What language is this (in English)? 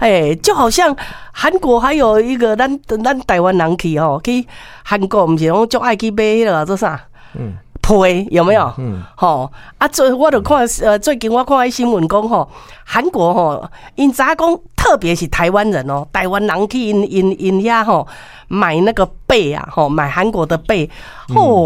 Min Nan Chinese